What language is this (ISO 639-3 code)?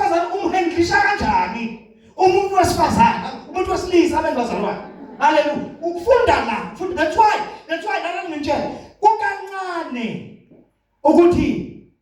zul